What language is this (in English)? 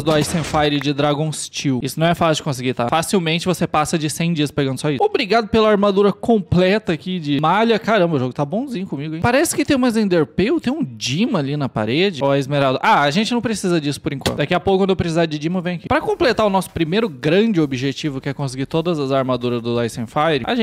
Portuguese